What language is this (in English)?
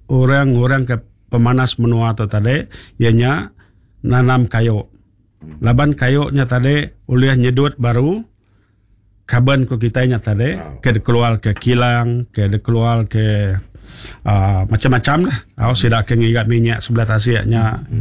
Iban